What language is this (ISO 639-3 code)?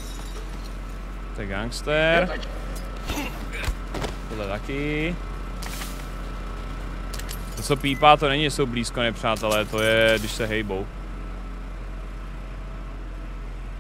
ces